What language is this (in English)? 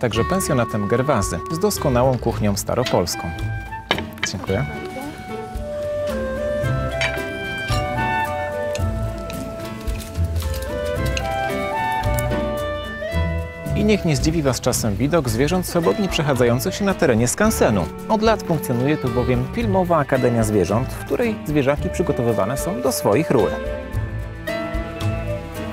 Polish